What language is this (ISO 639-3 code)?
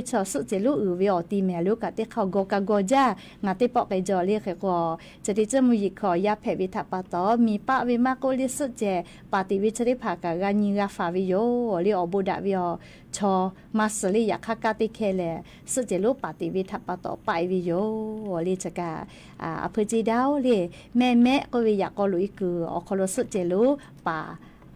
lhu